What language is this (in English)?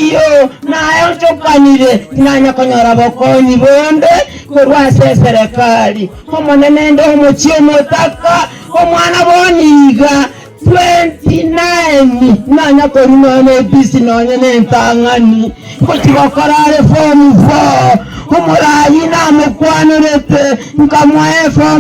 Gusii